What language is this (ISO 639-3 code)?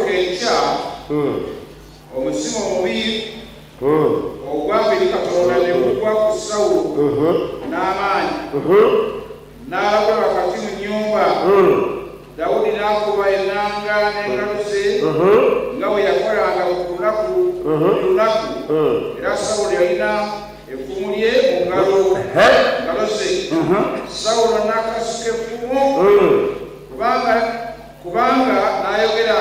lug